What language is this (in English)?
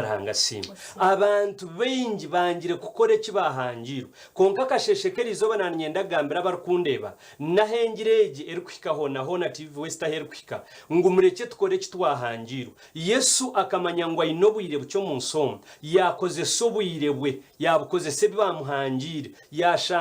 Nyankole